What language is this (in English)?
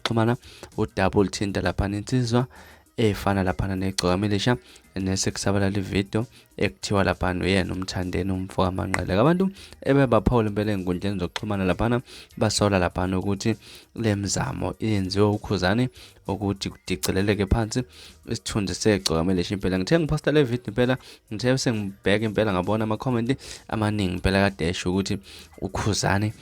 Zulu